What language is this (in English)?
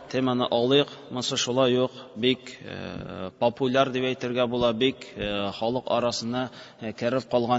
Tatar